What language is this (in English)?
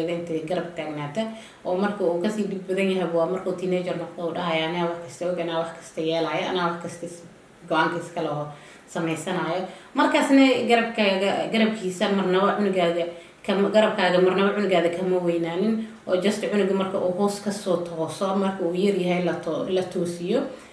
Somali